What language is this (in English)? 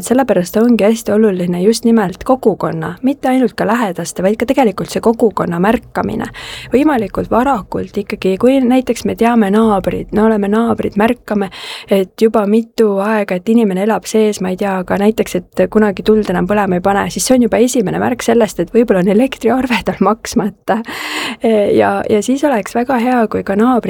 Estonian